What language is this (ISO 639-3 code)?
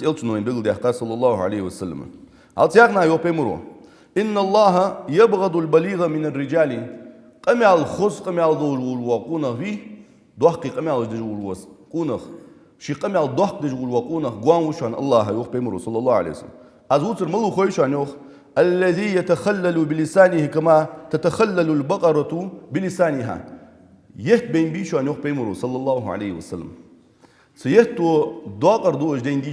inh